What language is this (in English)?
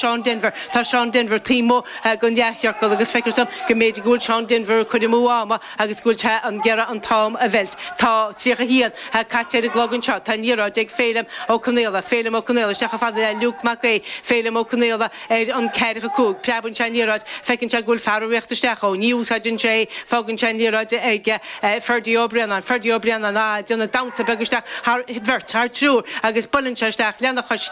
Irish